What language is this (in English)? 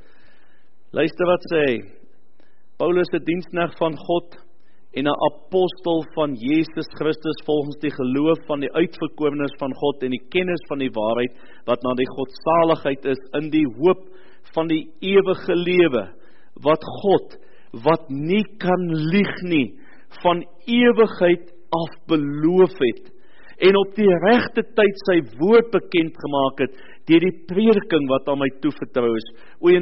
Afrikaans